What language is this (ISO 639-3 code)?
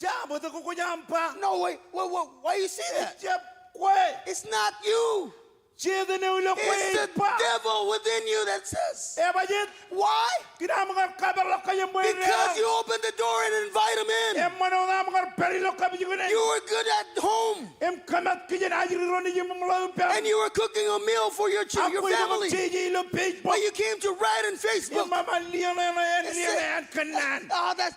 mah